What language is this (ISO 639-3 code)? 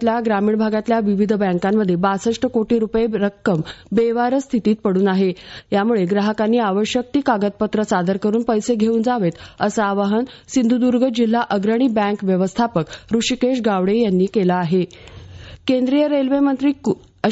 mar